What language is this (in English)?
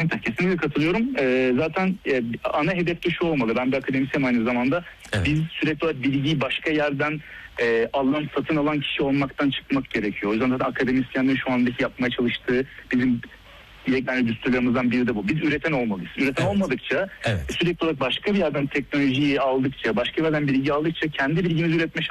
Turkish